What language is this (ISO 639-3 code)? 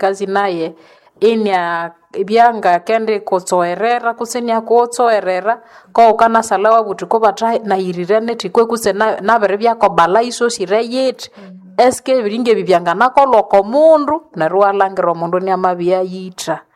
nnb